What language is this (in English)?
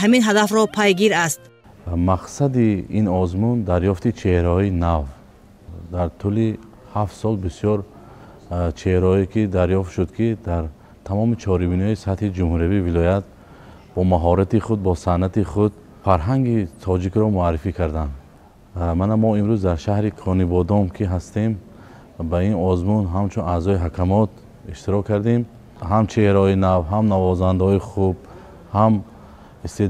Tajik